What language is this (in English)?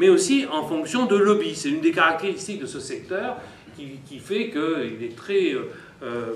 French